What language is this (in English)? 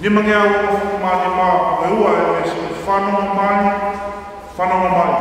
Tongan